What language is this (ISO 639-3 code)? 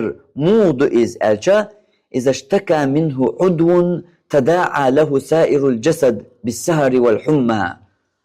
che